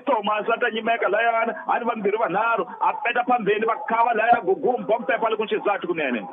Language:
Tsonga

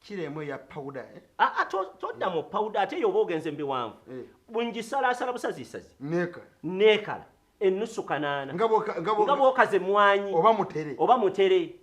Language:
Ganda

